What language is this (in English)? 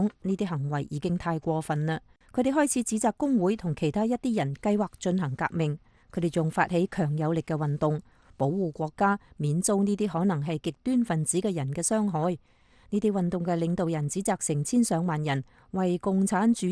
Cantonese